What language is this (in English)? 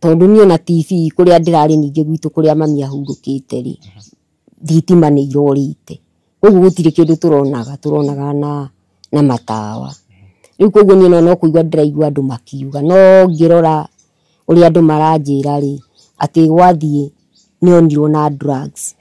Kikuyu